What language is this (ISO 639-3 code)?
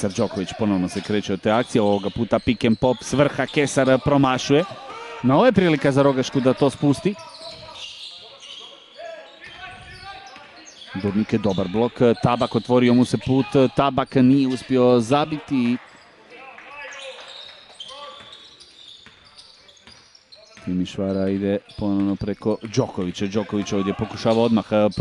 hrv